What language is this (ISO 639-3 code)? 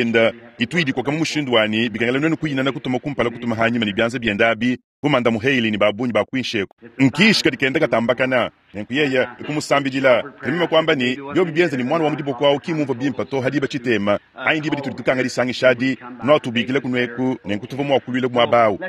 lua